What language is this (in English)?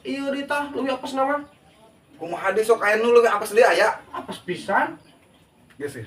Sundanese